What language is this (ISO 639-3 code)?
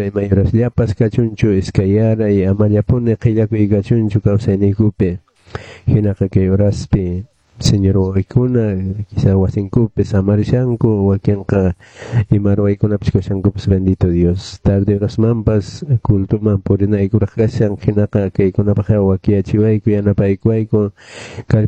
que